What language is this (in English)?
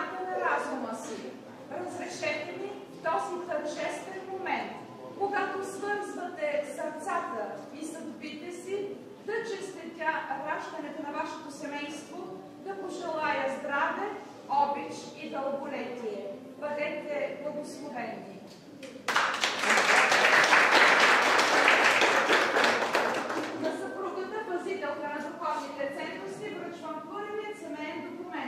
Bulgarian